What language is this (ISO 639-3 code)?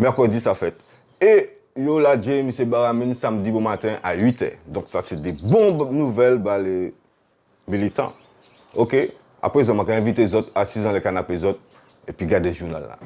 gcf